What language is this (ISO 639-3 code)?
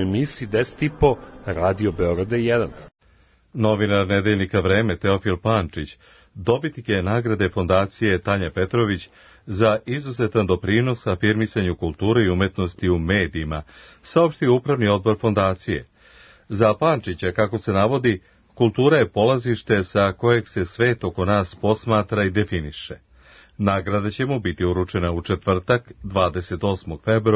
srp